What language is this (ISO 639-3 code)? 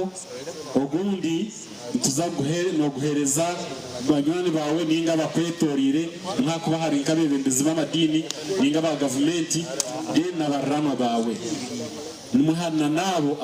nyn